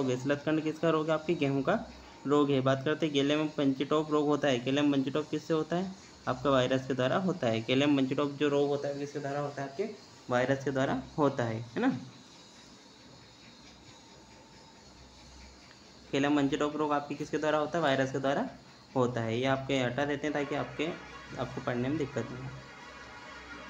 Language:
Hindi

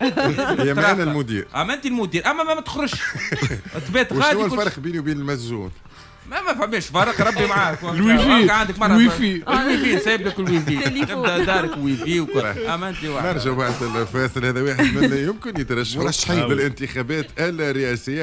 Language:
Tunisian Arabic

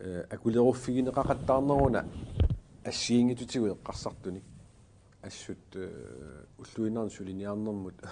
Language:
Kalaallisut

